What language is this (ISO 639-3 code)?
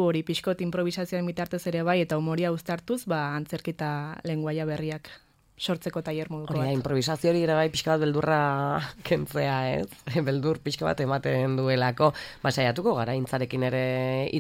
eus